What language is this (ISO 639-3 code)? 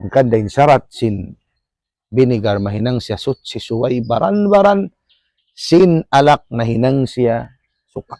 tsg